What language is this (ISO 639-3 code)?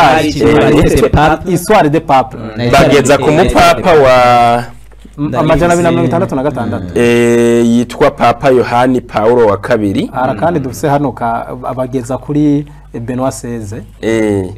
run